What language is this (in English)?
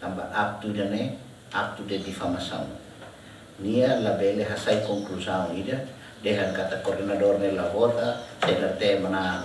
Tetum